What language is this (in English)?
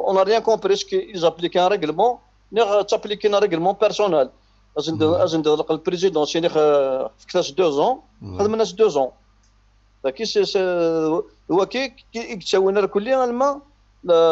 Kabyle